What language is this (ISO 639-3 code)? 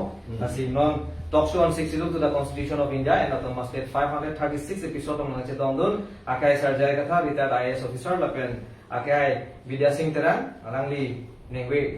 mjw